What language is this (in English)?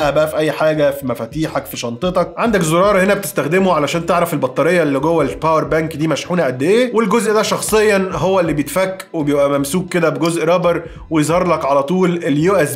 Egyptian Arabic